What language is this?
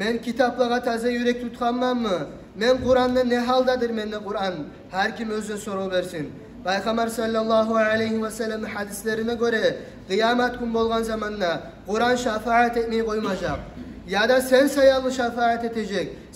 Kumyk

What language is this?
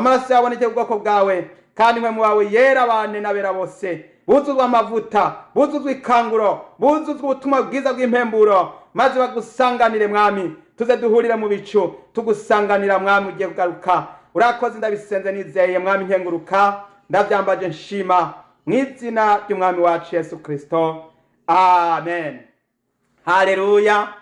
Rundi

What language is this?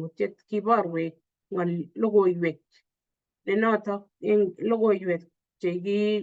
Kalenjin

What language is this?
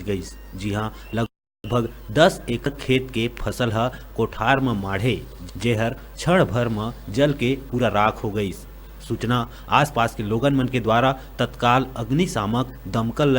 Chhattisgarhi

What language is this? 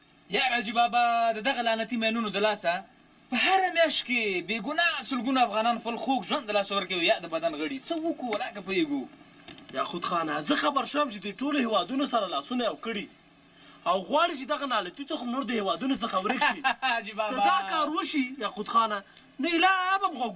Pashto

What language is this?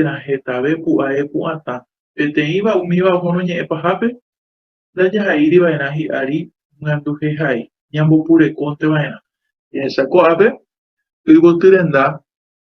Guarani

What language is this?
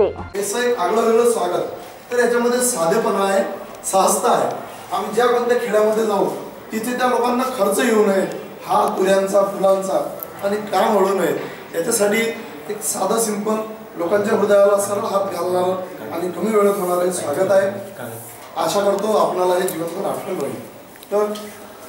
Marathi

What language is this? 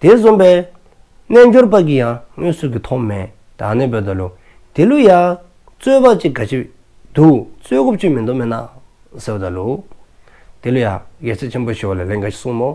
Dzongkha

